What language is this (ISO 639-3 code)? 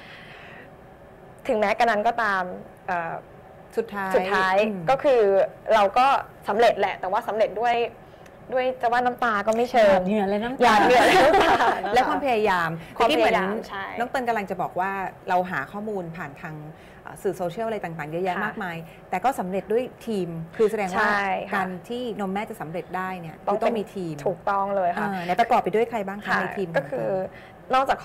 tha